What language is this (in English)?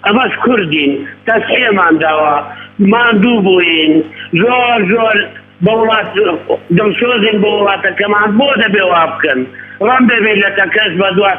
Central Kurdish